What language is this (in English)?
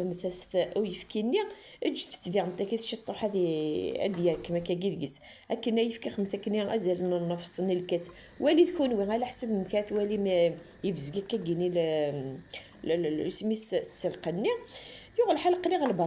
Kabyle